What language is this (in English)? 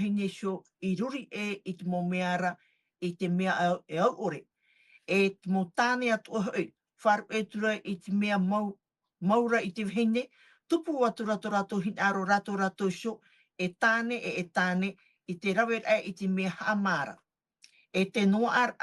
Tahitian